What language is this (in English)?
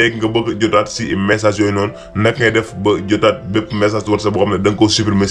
Wolof